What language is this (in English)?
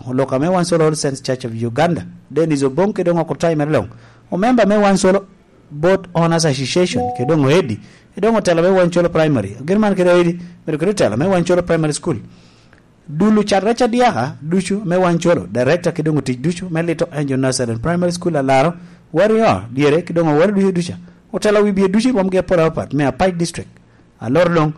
Lango (Uganda)